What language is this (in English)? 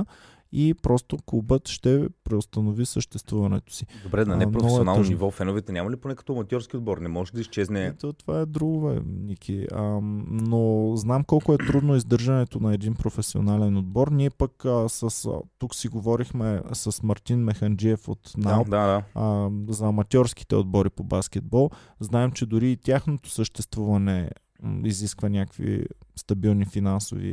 Bulgarian